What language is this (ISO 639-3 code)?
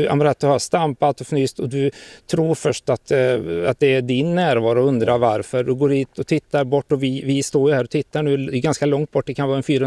swe